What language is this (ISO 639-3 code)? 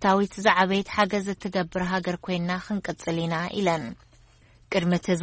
tir